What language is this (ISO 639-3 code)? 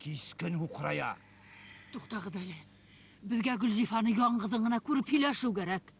bak